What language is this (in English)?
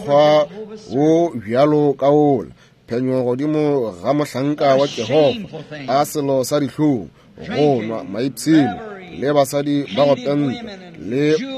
Northern Sotho